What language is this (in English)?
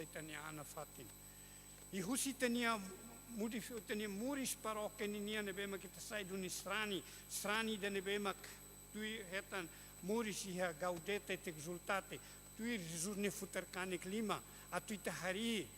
Tetum